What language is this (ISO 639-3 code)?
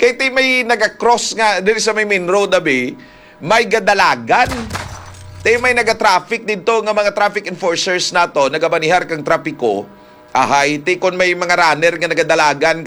hil